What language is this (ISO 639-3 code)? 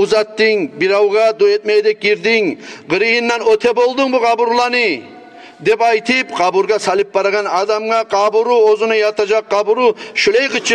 kum